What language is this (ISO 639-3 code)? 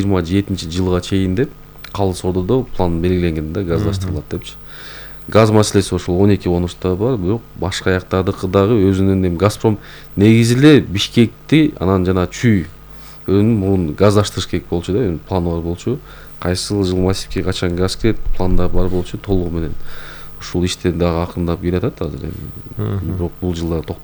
kir